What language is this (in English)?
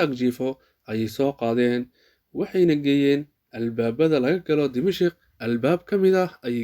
Somali